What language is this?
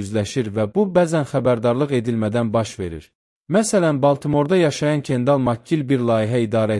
Azerbaijani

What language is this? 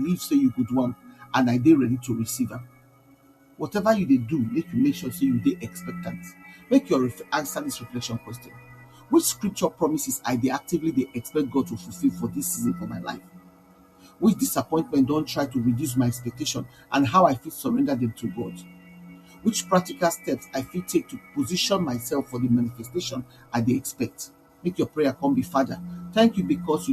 Nigerian Pidgin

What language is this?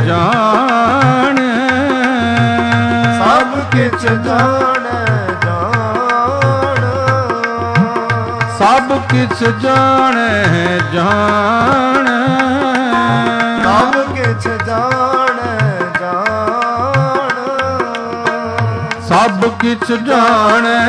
Punjabi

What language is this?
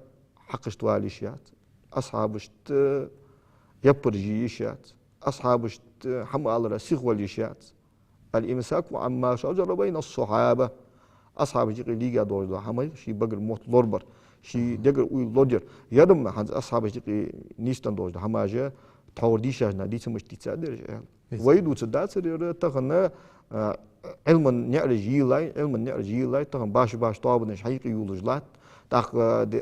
Ingush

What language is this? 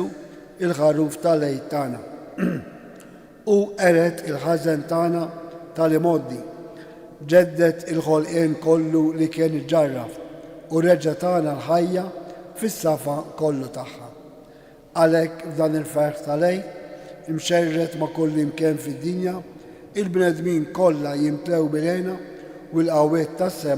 Maltese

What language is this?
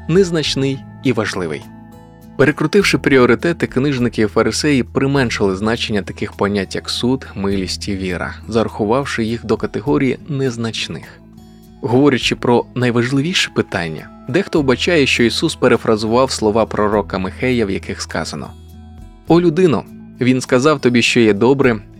Ukrainian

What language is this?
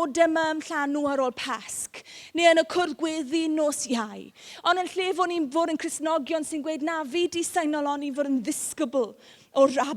Welsh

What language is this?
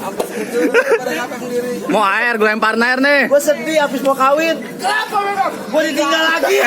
Betawi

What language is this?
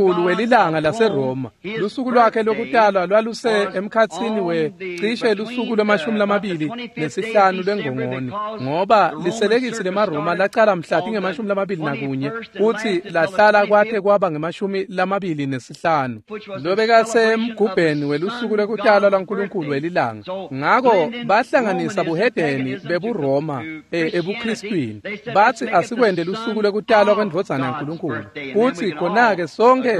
Swati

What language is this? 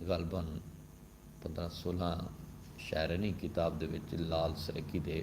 Saraiki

